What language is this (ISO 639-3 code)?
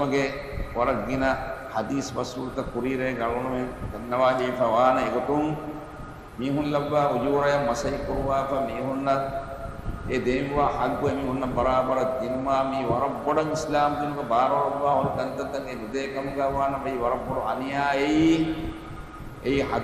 div